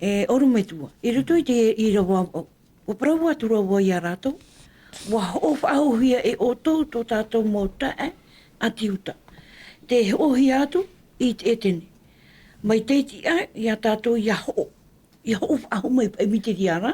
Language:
Tahitian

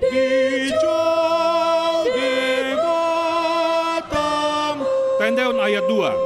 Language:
Batak Toba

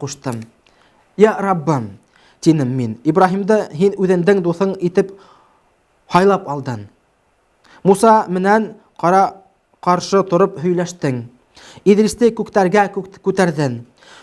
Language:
Bashkir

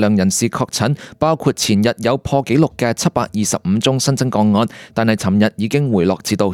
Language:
Cantonese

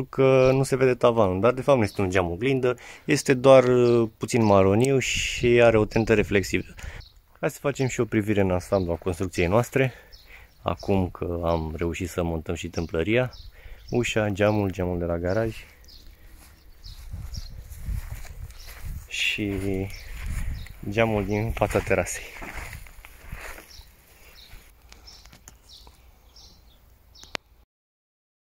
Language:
Romanian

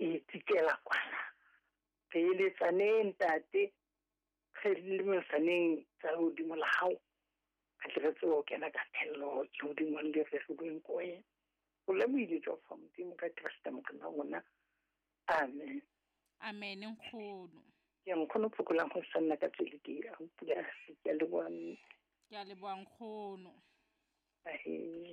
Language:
Southern Sotho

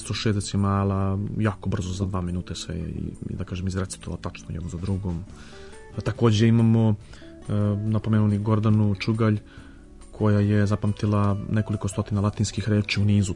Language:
Serbian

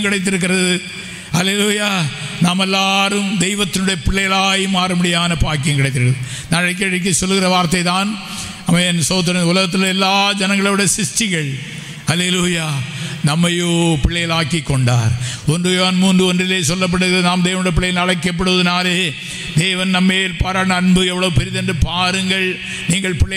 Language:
Tamil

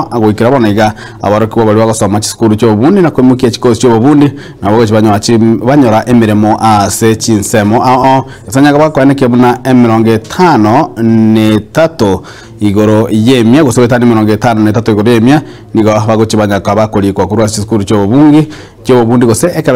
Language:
Gusii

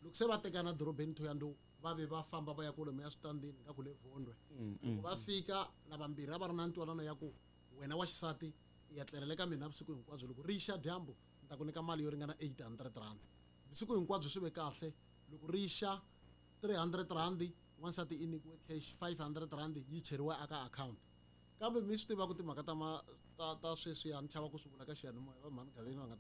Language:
Tsonga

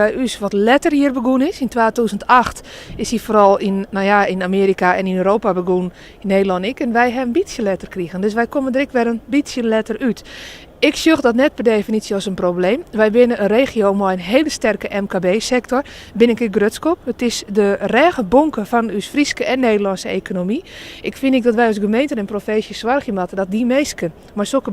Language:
Western Frisian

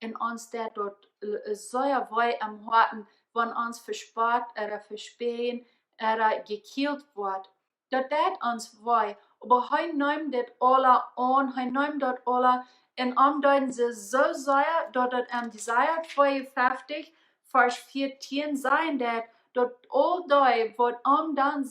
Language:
Plautdietsch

